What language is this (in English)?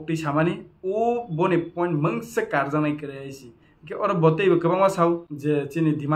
Kok Borok